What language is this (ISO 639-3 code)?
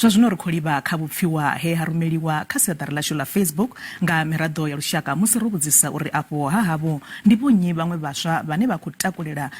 ven